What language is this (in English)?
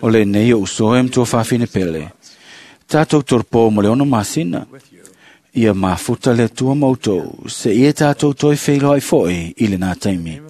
Samoan